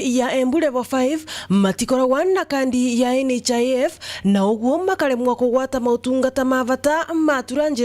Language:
Meru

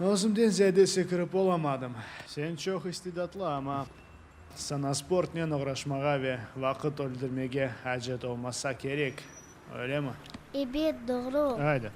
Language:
Crimean Tatar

